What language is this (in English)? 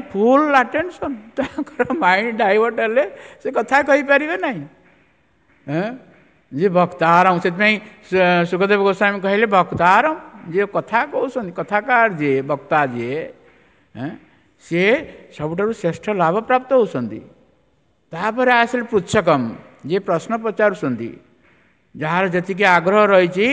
Odia